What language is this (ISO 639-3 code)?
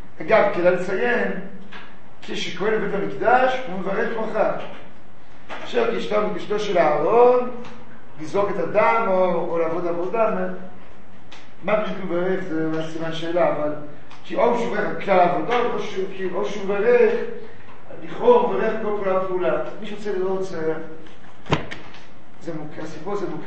heb